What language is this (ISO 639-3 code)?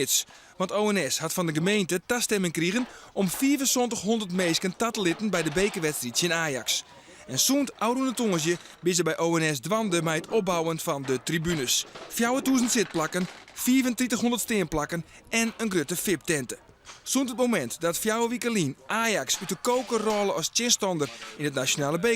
fry